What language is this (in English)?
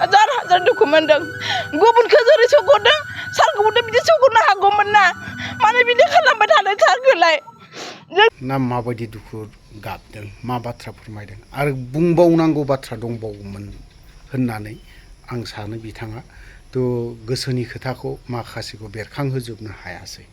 Bodo